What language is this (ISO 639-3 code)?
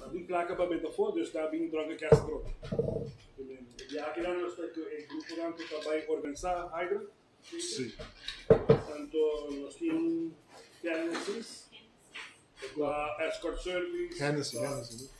pap